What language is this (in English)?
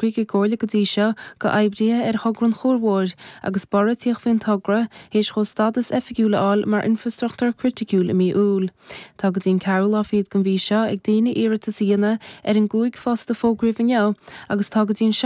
Irish